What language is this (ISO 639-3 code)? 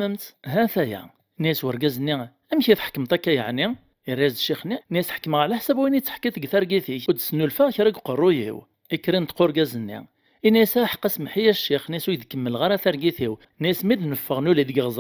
kab